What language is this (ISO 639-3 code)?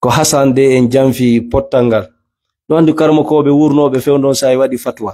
ful